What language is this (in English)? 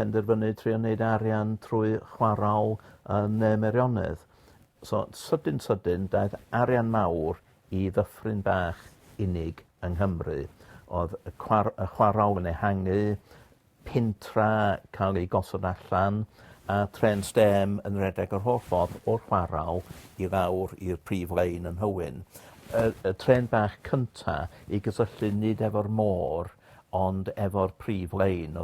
Welsh